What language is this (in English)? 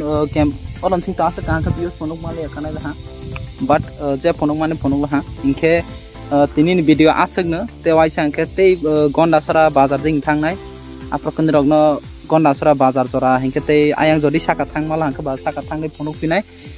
Kok Borok